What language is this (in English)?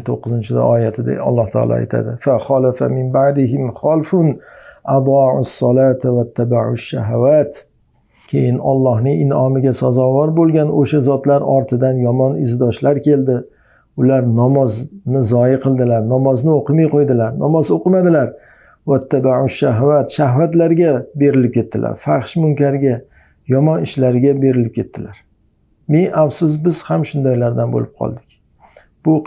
Uzbek